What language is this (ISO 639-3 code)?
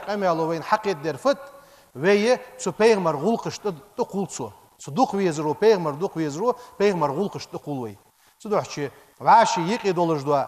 inh